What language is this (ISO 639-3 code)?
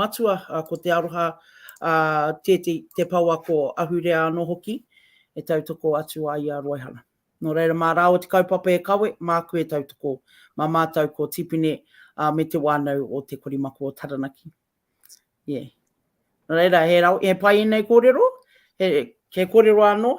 mri